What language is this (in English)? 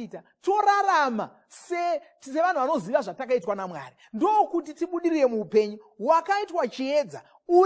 Shona